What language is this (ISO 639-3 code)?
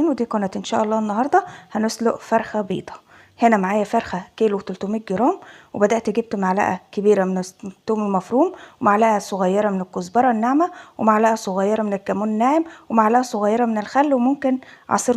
arz